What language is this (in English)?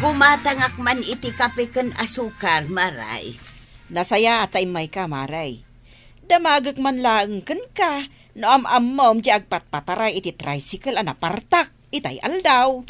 Iloko